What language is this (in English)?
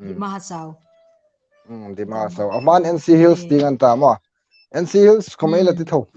Hmar